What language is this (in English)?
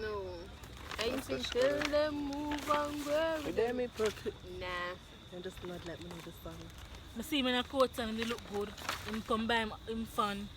Jamaican Creole English